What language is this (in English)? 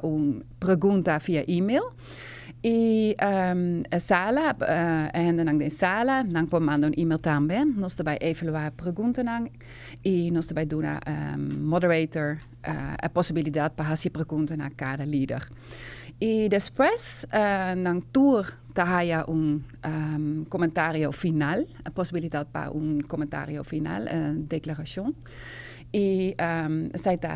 Papiamento